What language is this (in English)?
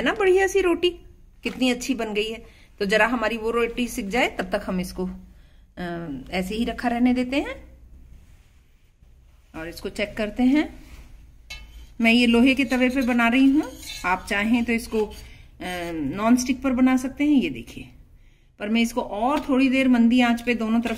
Hindi